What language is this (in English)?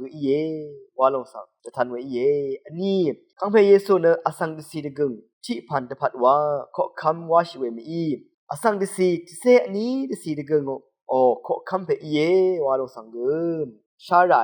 Rawang